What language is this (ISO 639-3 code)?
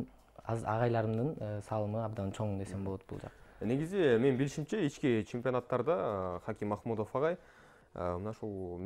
kir